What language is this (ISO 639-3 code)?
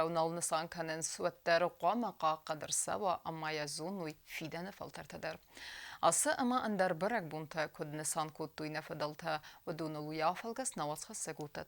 oss